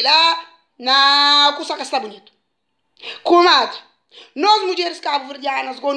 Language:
Kabuverdianu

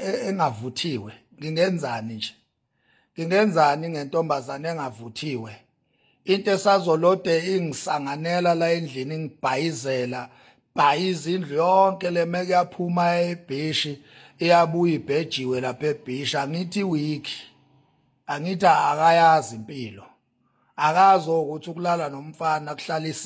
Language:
Zulu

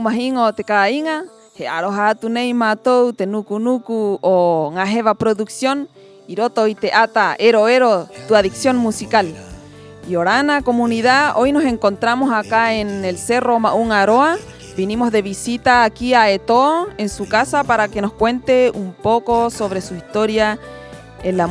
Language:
Rapanui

